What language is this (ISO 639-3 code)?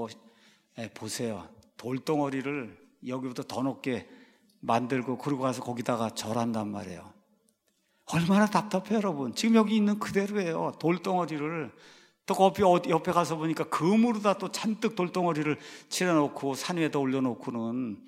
kor